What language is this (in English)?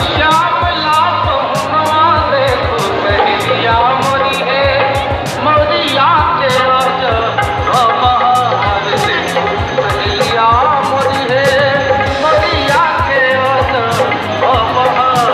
Maithili